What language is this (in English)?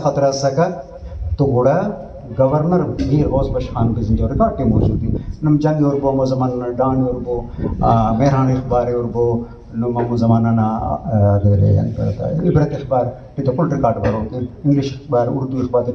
Brahui